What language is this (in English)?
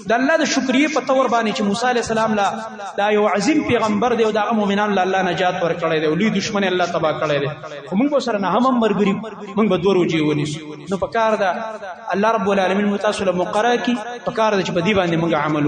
Pashto